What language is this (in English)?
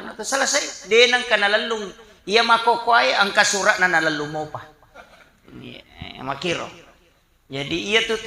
Buginese